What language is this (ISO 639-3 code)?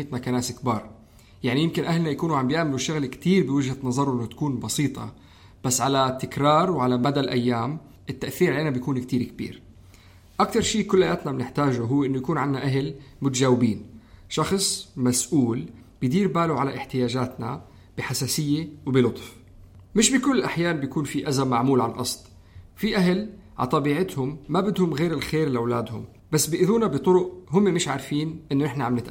apc